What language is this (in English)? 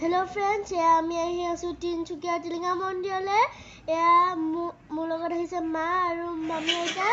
Assamese